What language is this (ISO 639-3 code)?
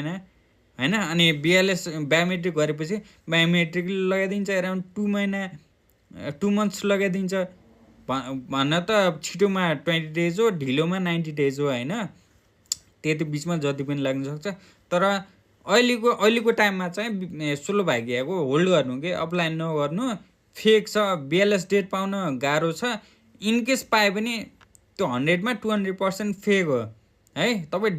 nep